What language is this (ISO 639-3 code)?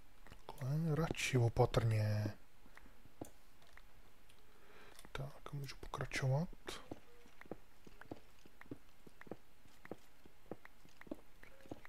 ces